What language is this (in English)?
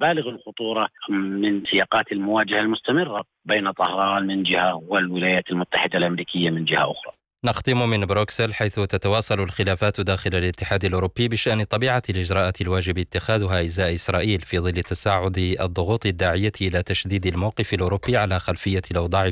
Arabic